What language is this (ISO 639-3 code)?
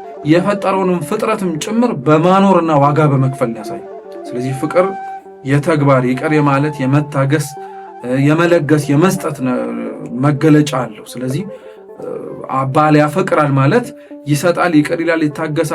amh